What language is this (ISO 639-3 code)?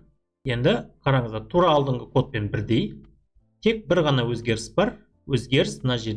kaz